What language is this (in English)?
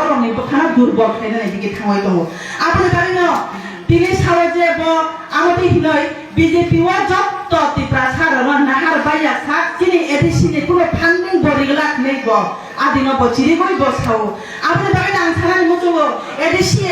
Kok Borok